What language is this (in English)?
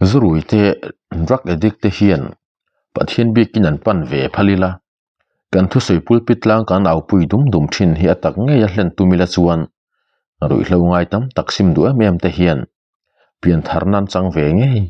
Mizo